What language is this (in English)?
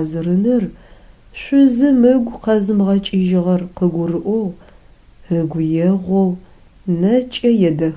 Adyghe